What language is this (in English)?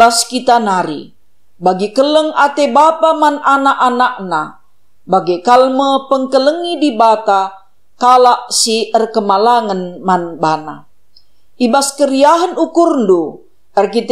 Batak Karo